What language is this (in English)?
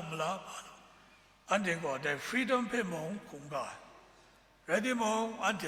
Kachin